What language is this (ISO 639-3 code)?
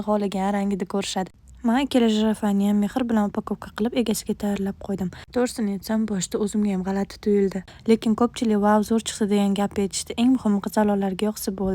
uzb